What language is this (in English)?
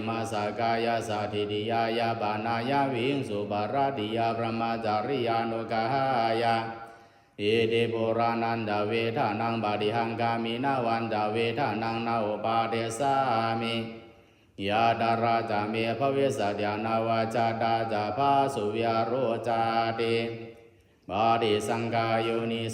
Pali